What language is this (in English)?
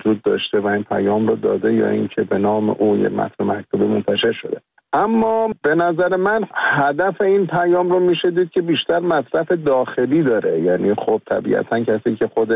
Persian